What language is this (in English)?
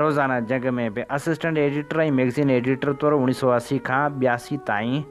Sindhi